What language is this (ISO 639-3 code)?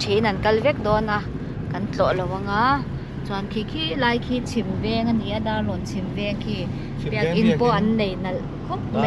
lus